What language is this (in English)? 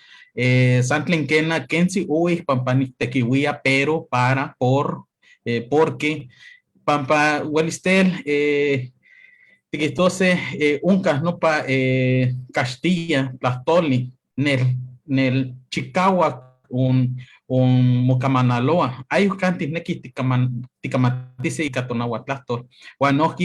Eastern Huasteca Nahuatl